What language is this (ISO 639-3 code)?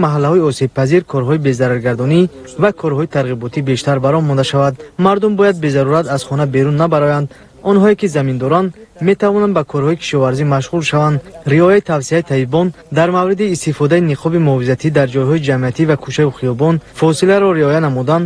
tgk